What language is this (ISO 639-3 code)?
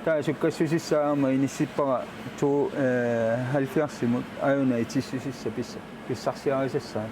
kal